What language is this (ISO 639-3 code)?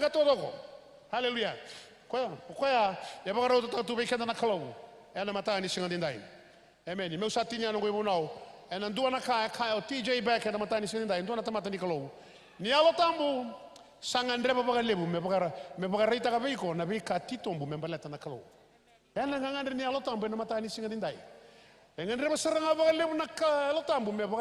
fij